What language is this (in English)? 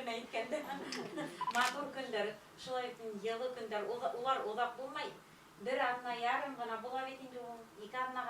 Bashkir